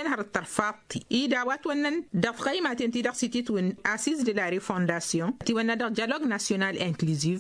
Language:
Tamasheq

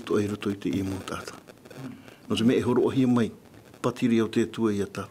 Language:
Tahitian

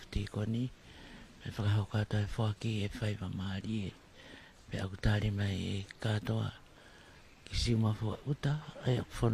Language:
Tongan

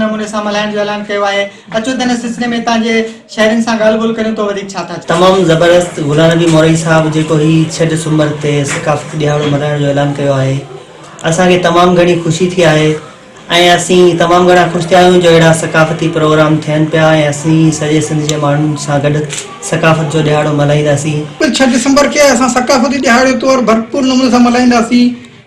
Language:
Sindhi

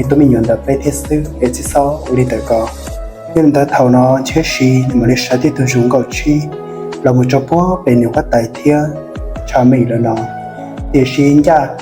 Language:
Hmong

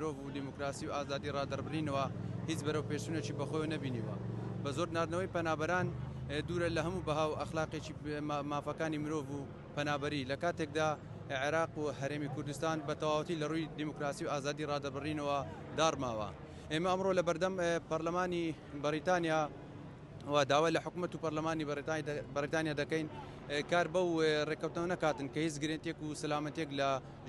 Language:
Central Kurdish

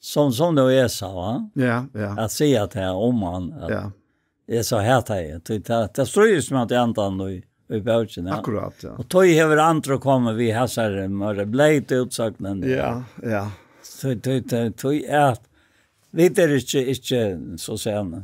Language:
Faroese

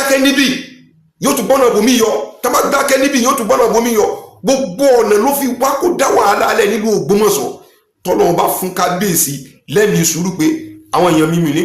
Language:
Yoruba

